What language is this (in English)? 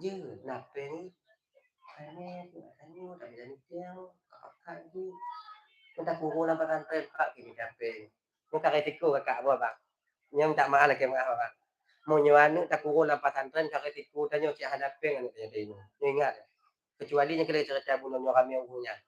Achinese